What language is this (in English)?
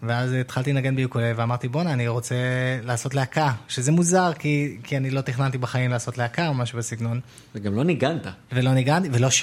Hebrew